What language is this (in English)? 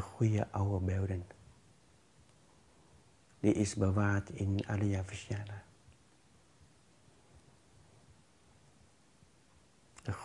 Dutch